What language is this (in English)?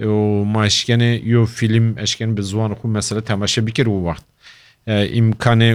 Kurdish